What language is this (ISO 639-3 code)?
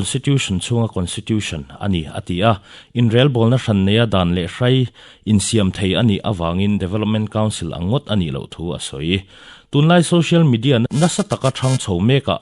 lus